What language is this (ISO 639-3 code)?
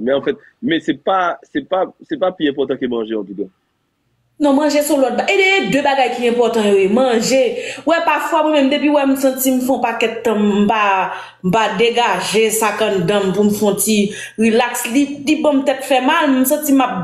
hat